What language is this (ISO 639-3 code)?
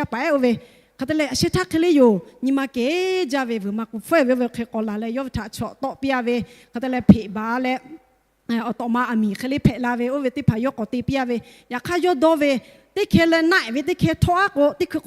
lhu